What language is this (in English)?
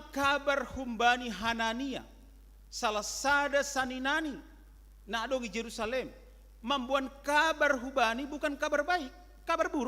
Batak Simalungun